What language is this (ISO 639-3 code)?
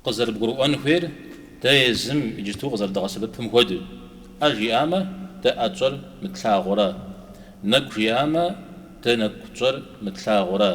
kbd